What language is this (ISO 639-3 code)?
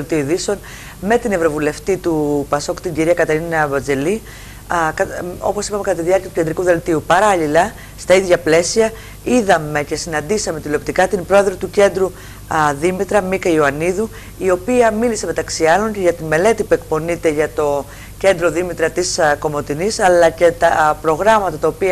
ell